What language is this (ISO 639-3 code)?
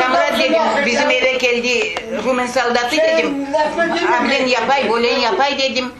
crh